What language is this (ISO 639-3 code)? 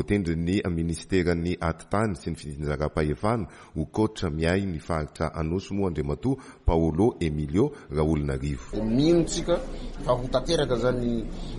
mlg